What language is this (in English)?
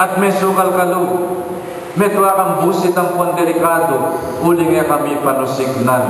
Pampanga